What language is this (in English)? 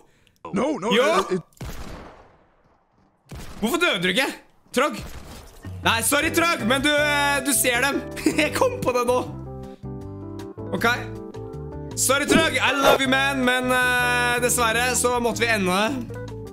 Norwegian